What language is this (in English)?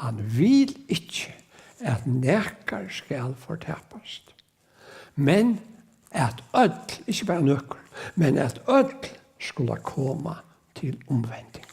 Faroese